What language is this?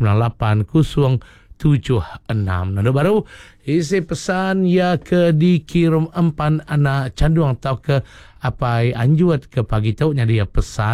Iban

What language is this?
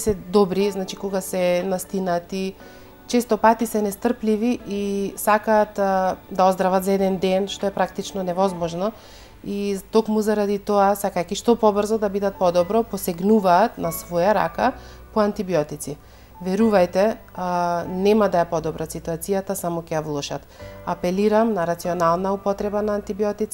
Macedonian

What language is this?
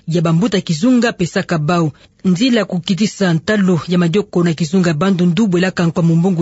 Kituba (Democratic Republic of Congo)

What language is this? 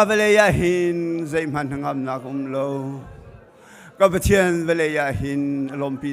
Hakha Chin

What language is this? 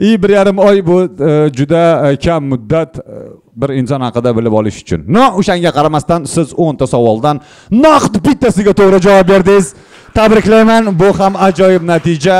Uzbek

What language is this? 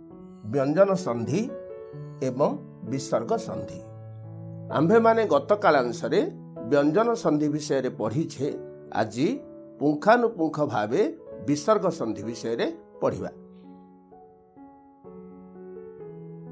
Odia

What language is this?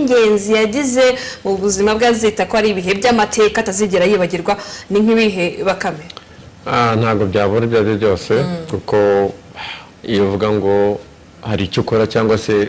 Kinyarwanda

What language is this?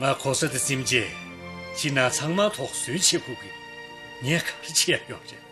Tibetan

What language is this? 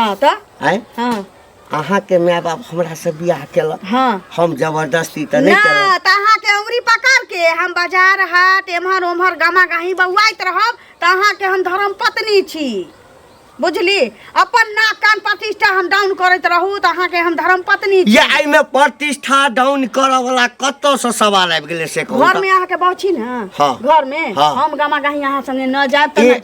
Maithili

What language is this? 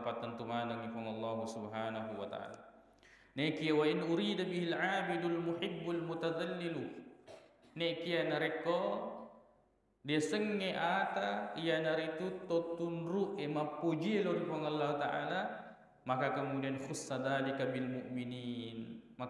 Buginese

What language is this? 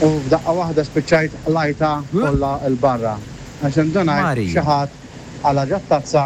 Maltese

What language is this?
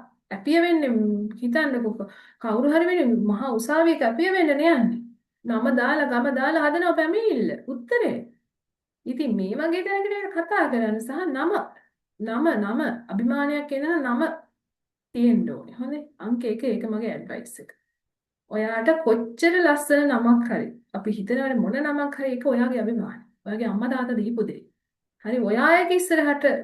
Sinhala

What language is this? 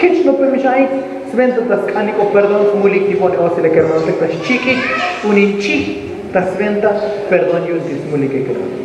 Tzotzil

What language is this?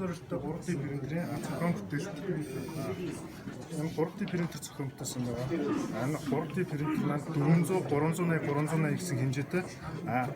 Mongolian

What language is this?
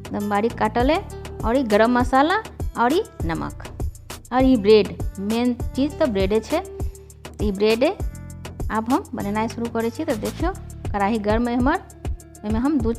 Maithili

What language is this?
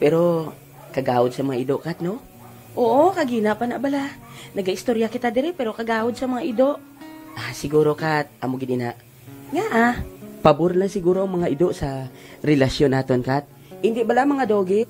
Hiligaynon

